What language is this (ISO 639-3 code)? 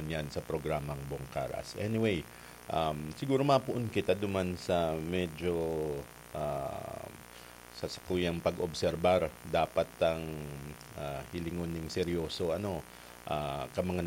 bik